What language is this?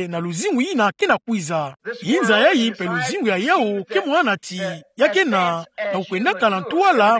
Kituba (Democratic Republic of Congo)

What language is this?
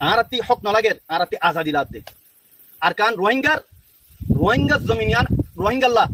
Rohingya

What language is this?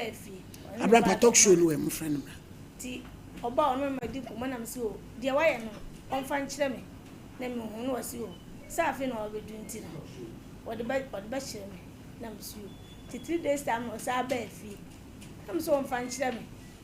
Akan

